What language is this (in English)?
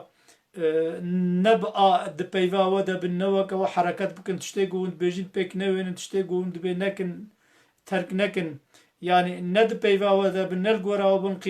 Kurdish